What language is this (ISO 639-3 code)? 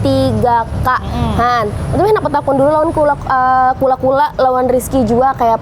bjn